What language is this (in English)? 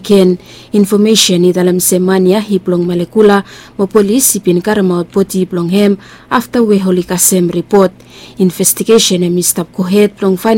Bislama